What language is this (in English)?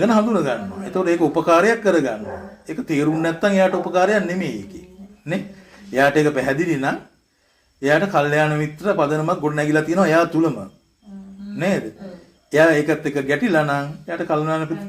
Sinhala